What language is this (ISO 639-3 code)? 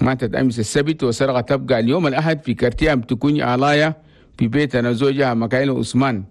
shu